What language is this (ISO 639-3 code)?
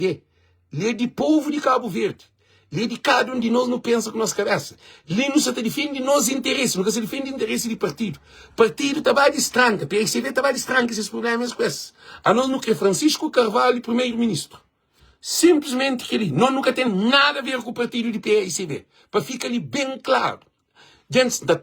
kea